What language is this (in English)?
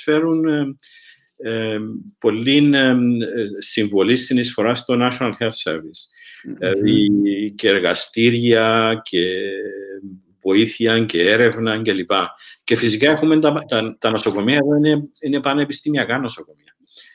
Greek